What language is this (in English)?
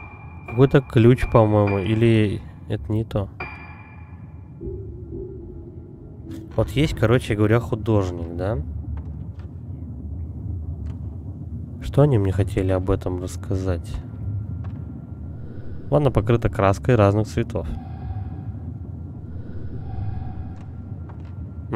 Russian